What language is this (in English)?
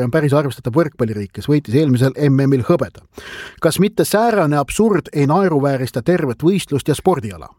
Estonian